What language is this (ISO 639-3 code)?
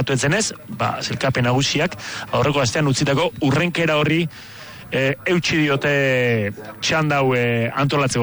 eus